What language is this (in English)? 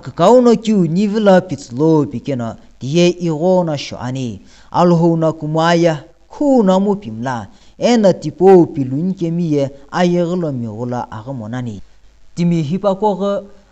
Sumi Naga